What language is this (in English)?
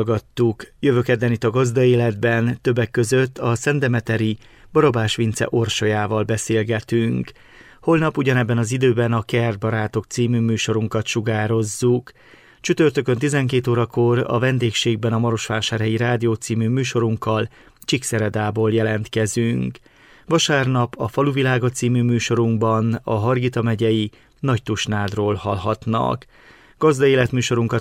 Hungarian